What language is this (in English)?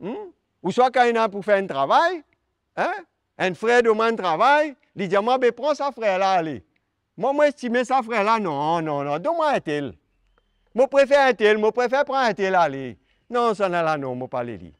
Morisyen